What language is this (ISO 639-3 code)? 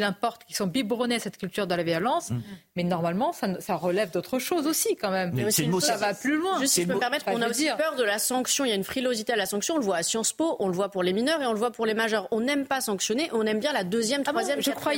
fra